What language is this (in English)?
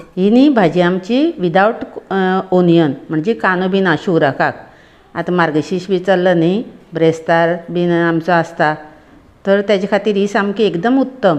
Konkani